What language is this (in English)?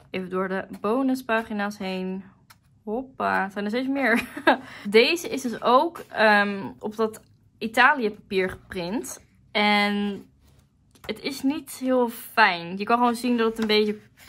Dutch